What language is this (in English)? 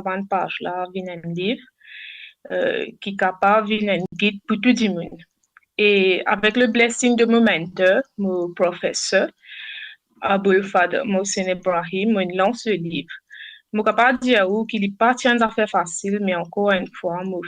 Morisyen